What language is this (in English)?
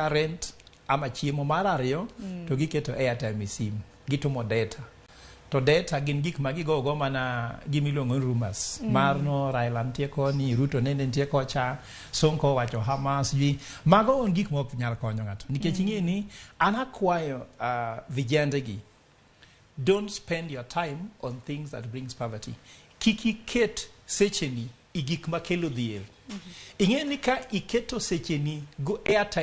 Luo (Kenya and Tanzania)